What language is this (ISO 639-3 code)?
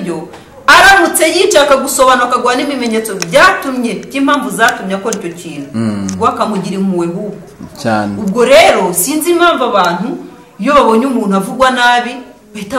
kin